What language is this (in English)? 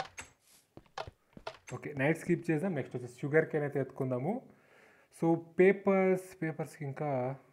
Telugu